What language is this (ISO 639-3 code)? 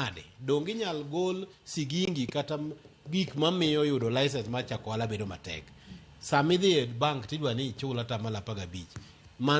luo